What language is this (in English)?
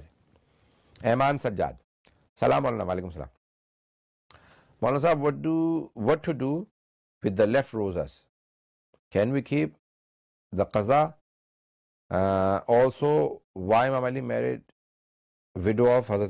Urdu